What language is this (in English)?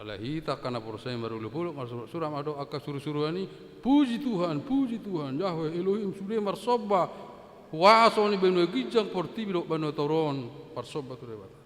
Batak Toba